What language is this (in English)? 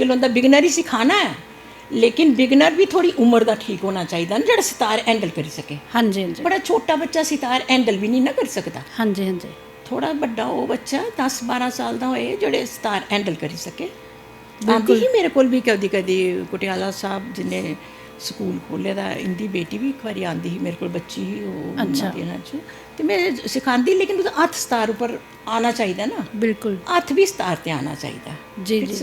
Dogri